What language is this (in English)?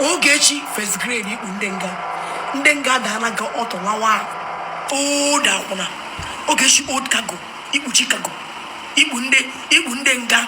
Igbo